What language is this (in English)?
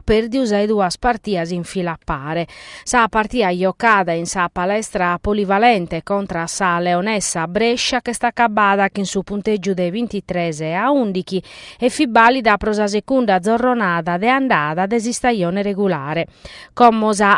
Sardinian